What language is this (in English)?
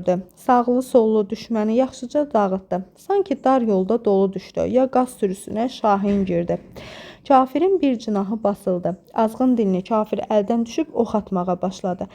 Azerbaijani